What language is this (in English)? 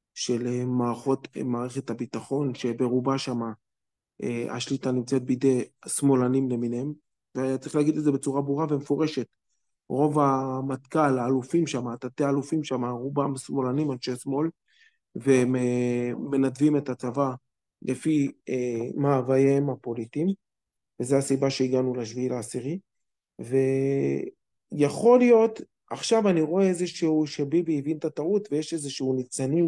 Hebrew